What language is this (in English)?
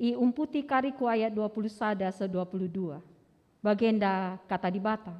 Batak Karo